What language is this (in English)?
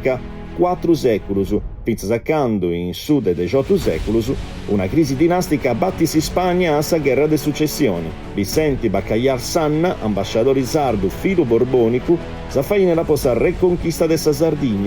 Sardinian